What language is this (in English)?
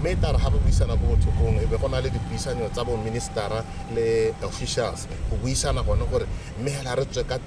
Tswana